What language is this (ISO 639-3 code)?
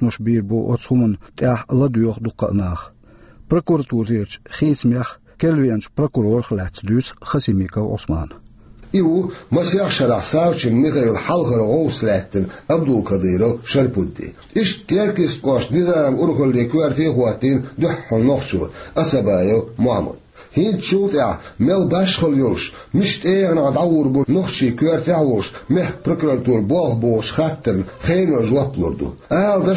che